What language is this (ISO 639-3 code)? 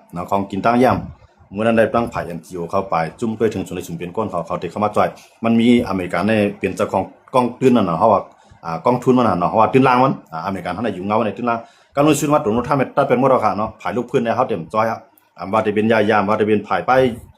shn